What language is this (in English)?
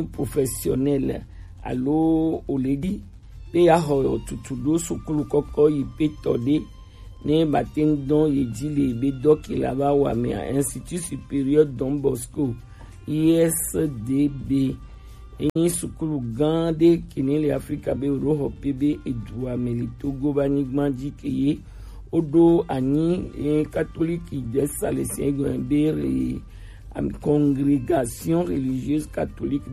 Gen